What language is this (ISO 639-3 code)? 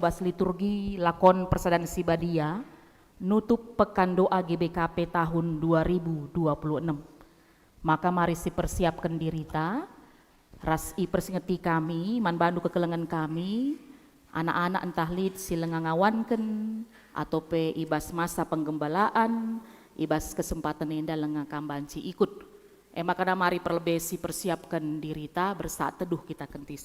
btx